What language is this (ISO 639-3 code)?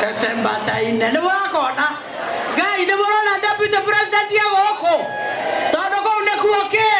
kik